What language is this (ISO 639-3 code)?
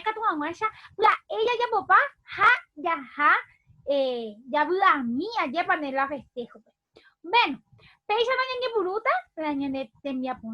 grn